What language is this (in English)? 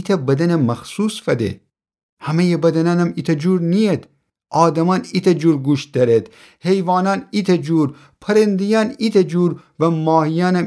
Gilaki